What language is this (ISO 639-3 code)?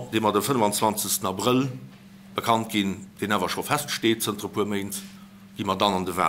ltz